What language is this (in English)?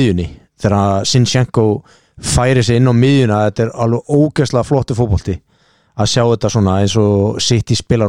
Icelandic